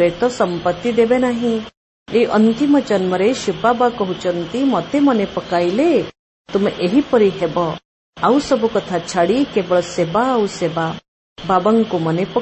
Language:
Odia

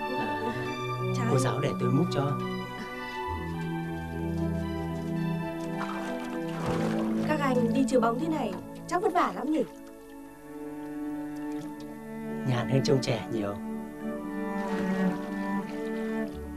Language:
Vietnamese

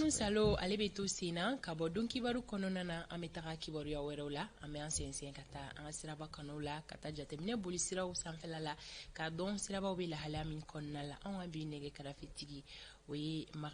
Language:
Bambara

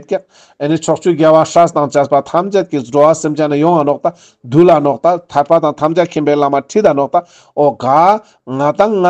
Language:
Ladakhi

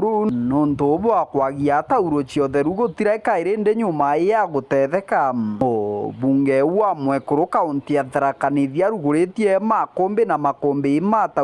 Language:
Meru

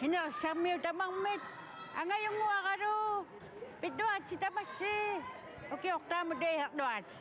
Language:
Kalaallisut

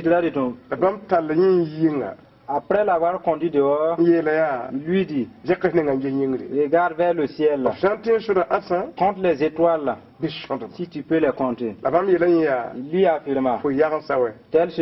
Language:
Mossi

